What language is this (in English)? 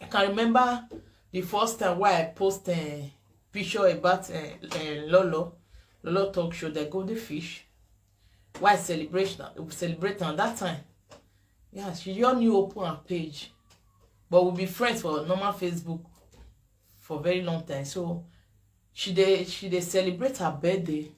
Nigerian Pidgin